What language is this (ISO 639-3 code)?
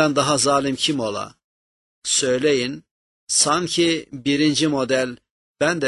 tur